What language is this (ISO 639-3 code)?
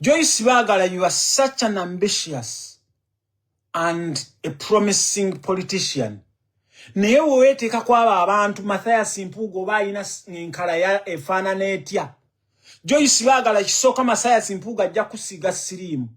lug